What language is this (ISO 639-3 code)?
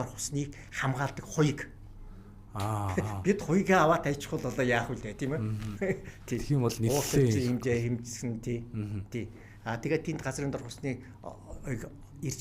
mon